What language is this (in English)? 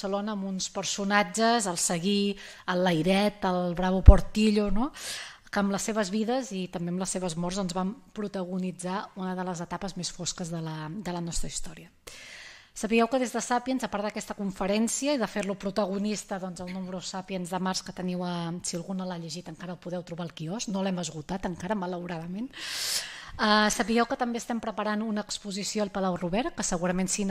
Catalan